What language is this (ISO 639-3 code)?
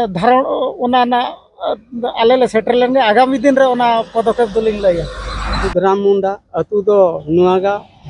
sat